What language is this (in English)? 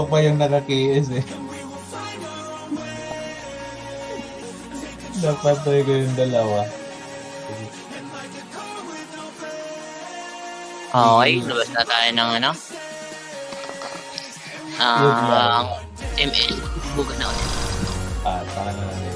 Filipino